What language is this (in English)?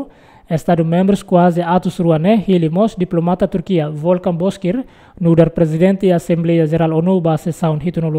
Tetum